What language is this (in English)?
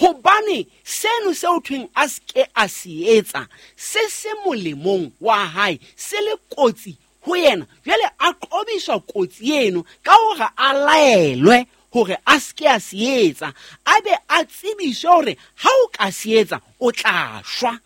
Southern Sotho